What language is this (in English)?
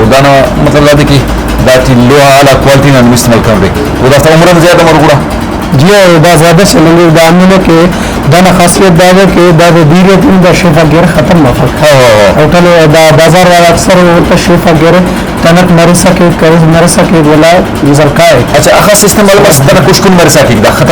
Brahui